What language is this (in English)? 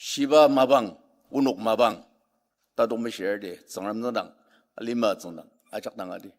Ao Naga